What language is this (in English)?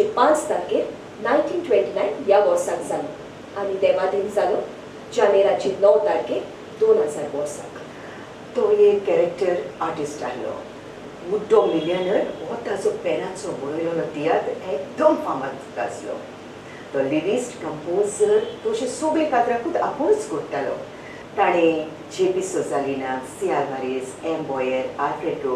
Konkani